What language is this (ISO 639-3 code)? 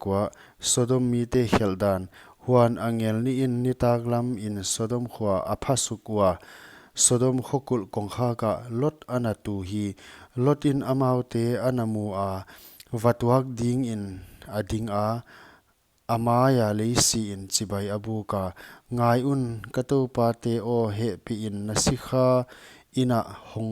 pck